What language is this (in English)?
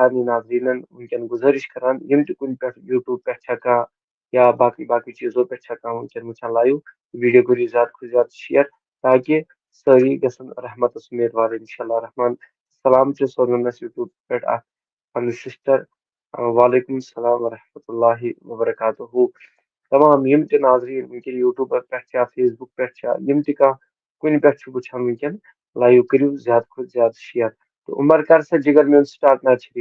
Kashmiri